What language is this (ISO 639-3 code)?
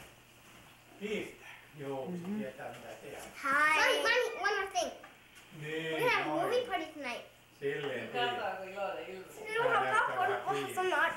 fin